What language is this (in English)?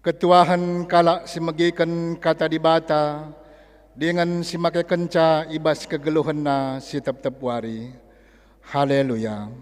Batak Karo